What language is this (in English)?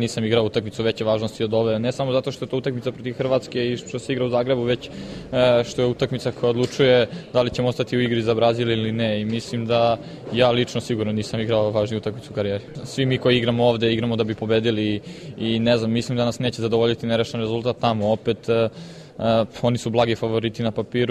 Serbian